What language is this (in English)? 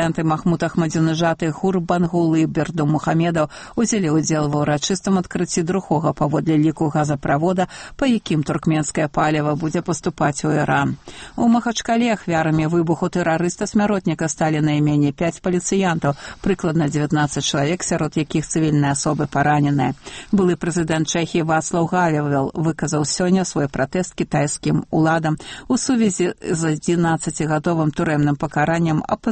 Belarusian